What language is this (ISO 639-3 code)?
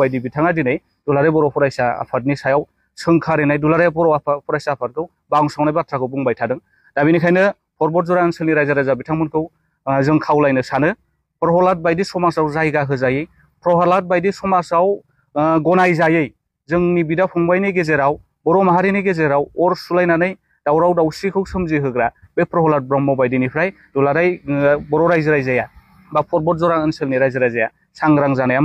brx